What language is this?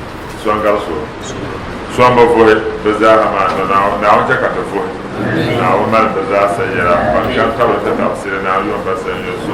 Dagbani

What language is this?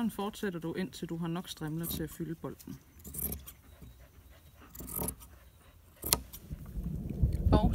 Danish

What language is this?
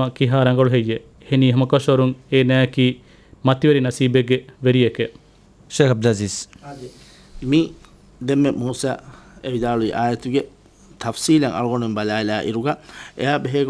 Divehi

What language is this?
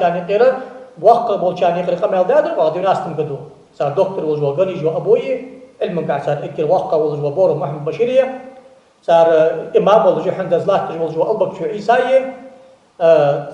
Ingush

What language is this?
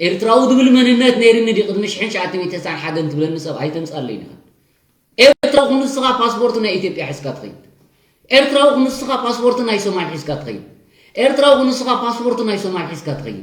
Tigrinya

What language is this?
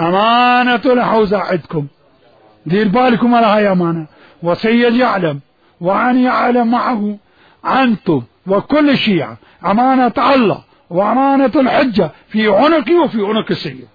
Mesopotamian Arabic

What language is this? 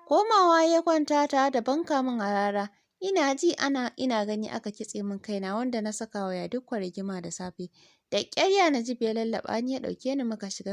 Hausa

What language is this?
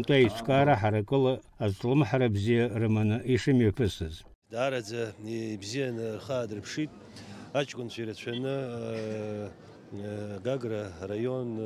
Abkhazian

